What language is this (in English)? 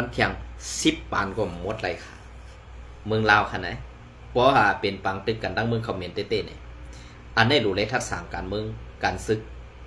Shan